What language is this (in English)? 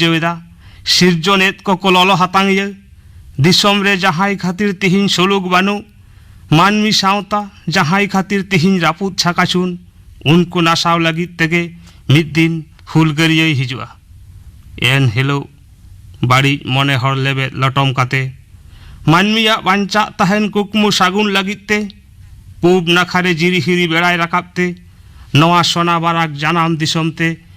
Santali